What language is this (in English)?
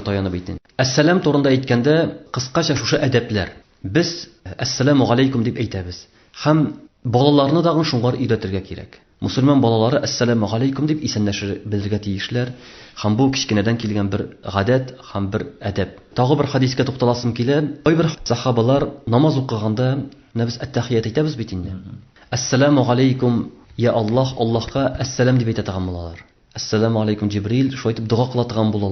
Tatar